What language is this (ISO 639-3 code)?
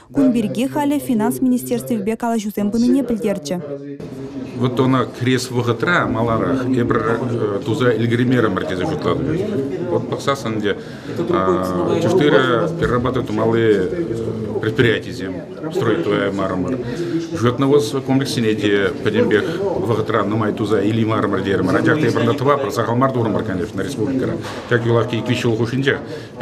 chv